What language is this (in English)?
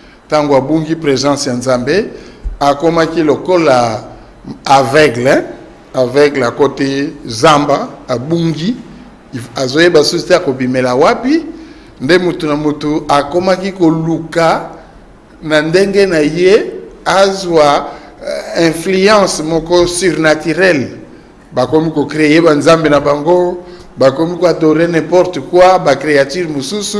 Lingala